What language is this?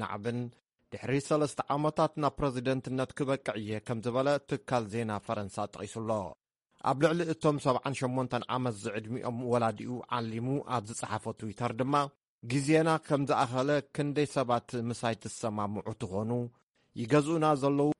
Tigrinya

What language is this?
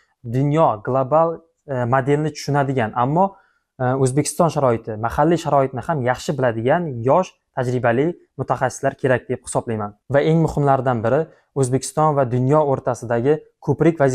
Uzbek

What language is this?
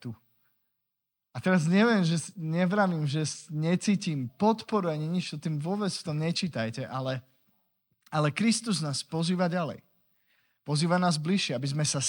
Slovak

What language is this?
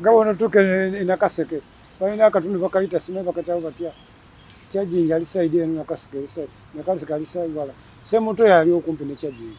Ganda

